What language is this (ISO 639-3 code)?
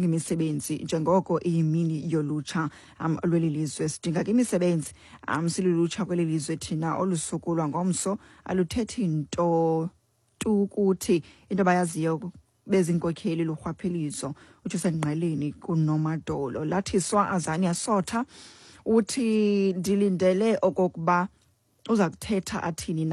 xho